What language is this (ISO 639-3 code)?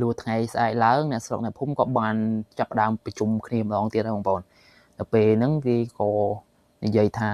khm